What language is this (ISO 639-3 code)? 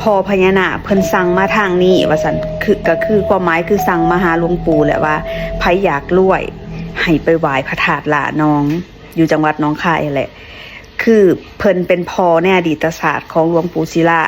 tts